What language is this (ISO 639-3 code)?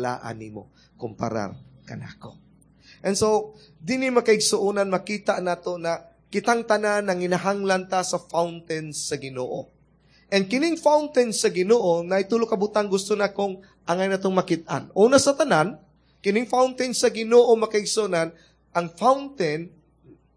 ceb